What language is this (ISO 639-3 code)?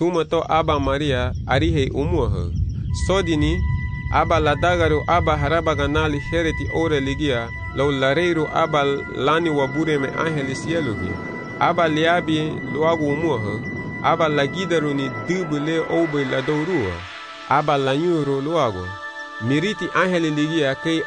cab